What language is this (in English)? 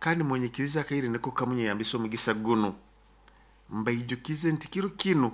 Nyoro